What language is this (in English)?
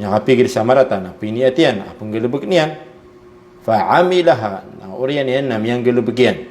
Maranao